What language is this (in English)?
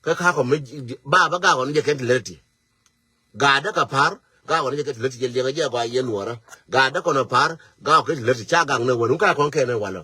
Nuer